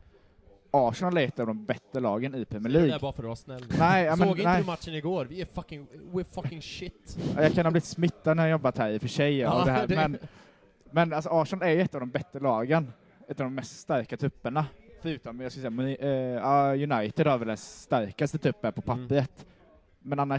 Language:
Swedish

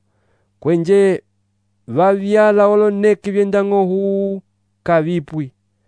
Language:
Umbundu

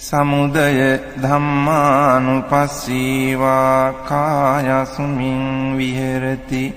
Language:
Pali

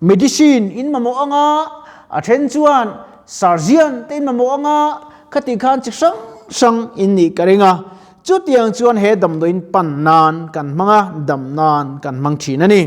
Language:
Mizo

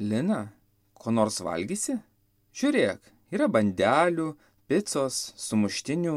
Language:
Lithuanian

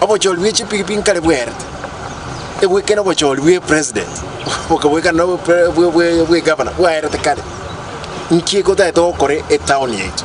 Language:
Gusii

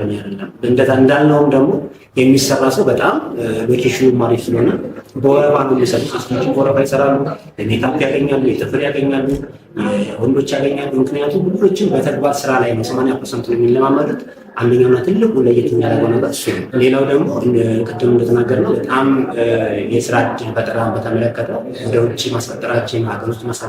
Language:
Amharic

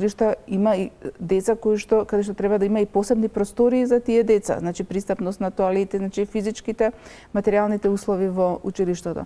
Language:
Macedonian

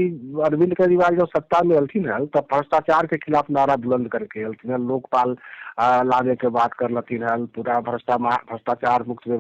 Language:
Magahi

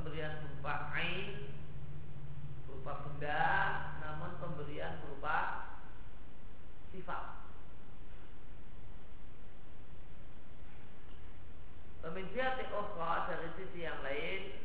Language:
Indonesian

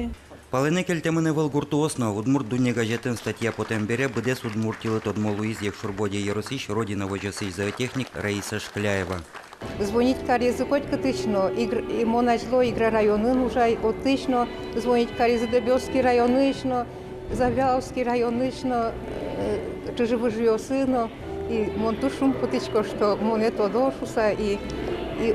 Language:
Udmurt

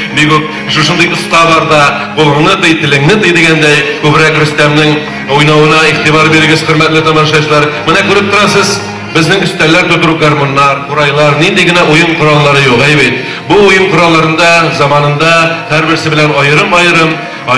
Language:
Tatar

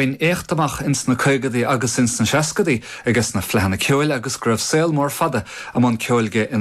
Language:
Irish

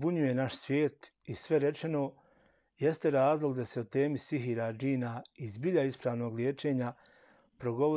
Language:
Bosnian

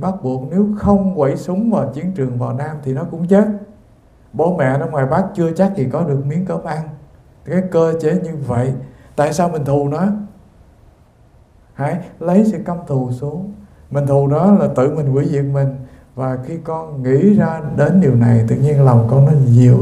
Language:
Vietnamese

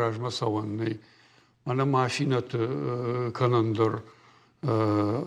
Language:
Ossetic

